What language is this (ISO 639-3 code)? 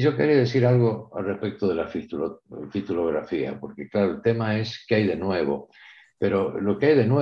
spa